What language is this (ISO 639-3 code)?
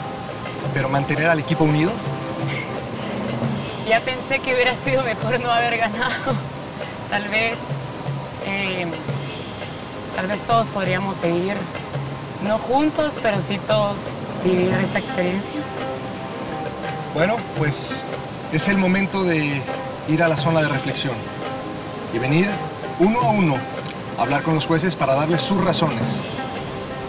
spa